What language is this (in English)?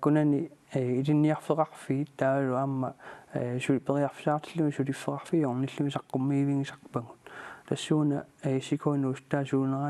Kalaallisut